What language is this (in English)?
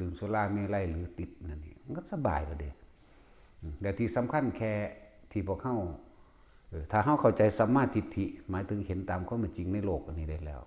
Northeastern Thai